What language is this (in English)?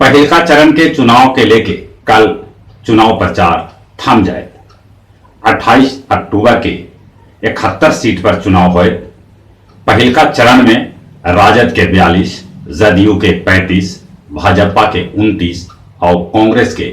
Magahi